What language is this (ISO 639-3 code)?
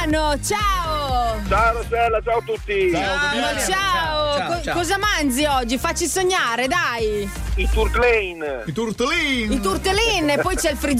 ita